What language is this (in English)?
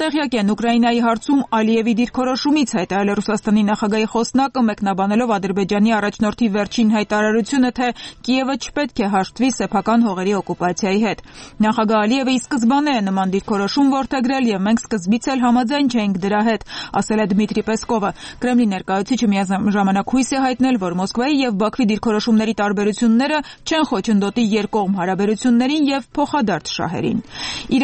Armenian